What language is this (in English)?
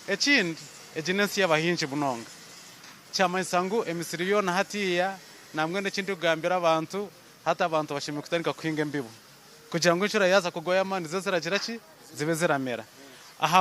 Nyankole